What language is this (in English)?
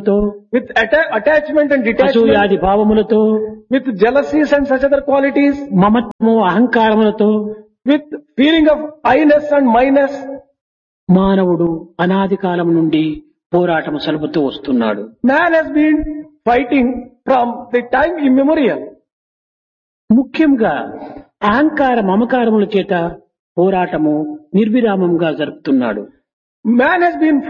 Telugu